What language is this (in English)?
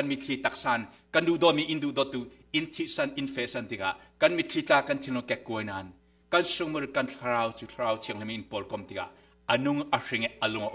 Falam Chin